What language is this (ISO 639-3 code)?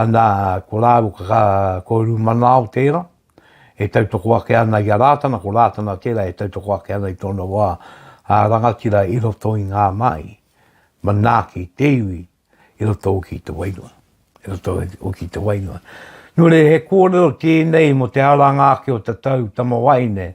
mri